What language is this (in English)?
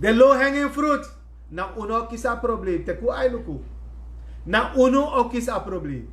Sranan Tongo